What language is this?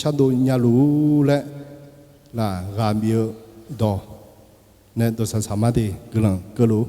Akha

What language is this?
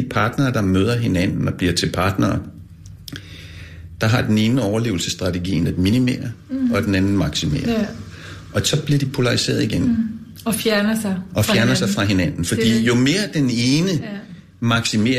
Danish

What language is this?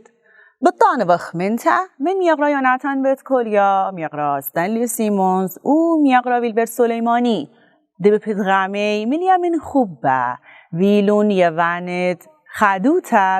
Assyrian Neo-Aramaic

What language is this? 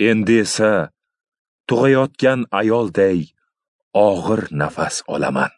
Uzbek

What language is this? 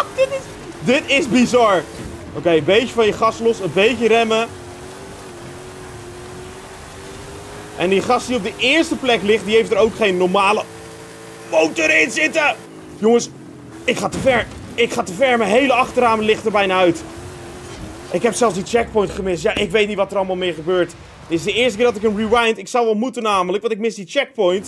Dutch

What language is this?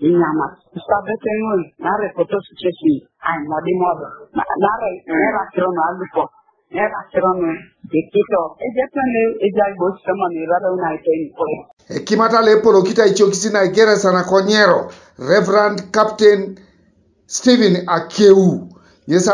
Teso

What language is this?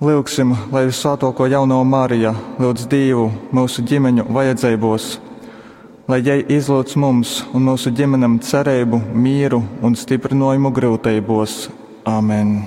Latgalian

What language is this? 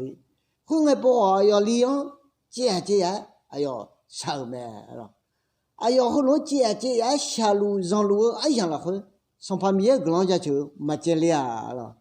Akha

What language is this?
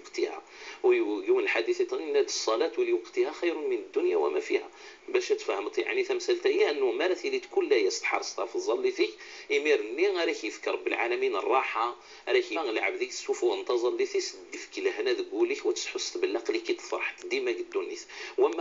Moroccan Arabic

